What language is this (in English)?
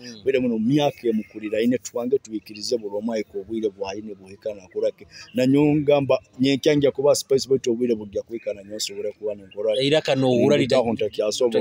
Nyoro